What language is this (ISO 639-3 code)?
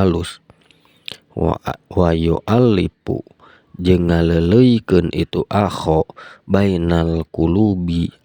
sun